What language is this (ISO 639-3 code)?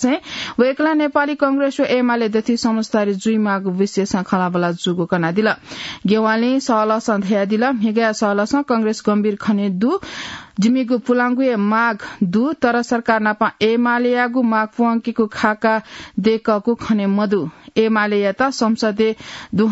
new